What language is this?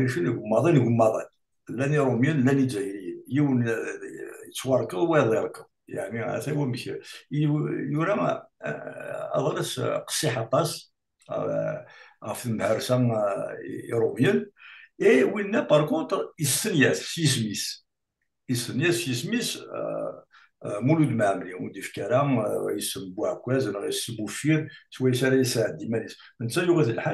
Kabyle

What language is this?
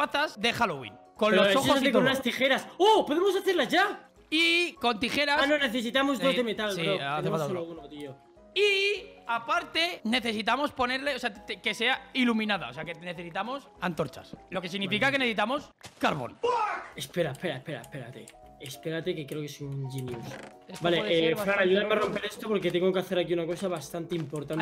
Spanish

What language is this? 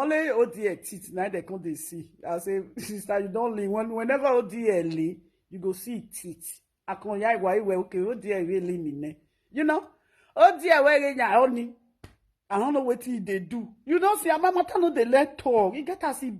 Nigerian Pidgin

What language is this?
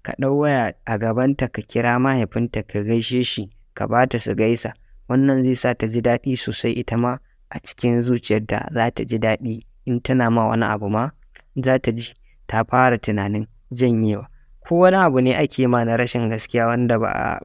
Hausa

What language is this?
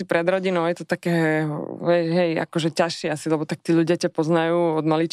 Slovak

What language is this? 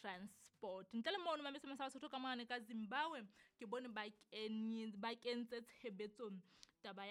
Southern Sotho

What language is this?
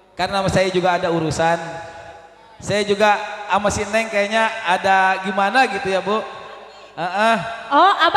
Betawi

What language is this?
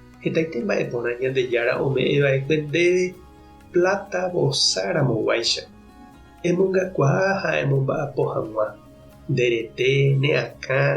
Guarani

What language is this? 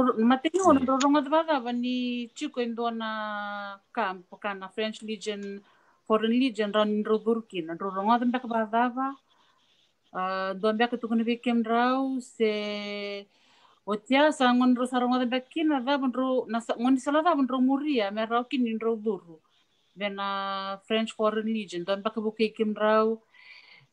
Fijian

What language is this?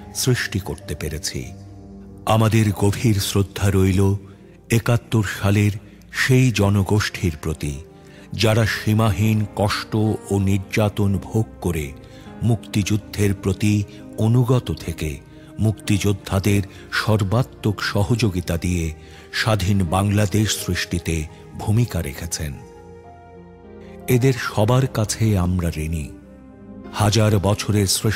Bangla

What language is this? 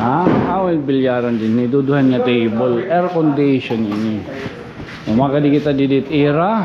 Waray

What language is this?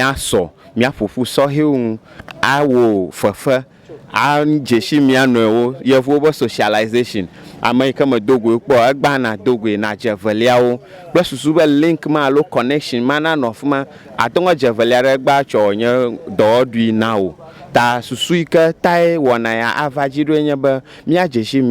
Ewe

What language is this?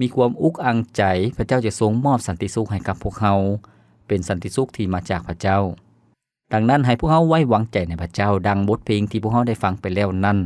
Lao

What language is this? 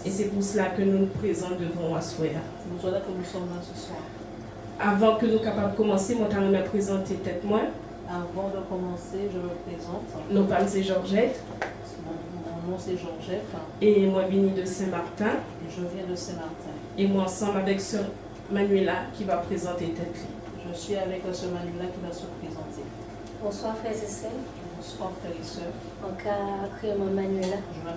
Guadeloupean Creole French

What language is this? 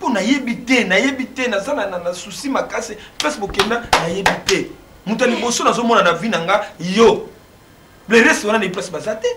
Lingala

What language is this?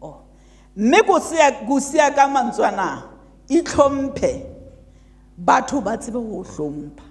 Southern Sotho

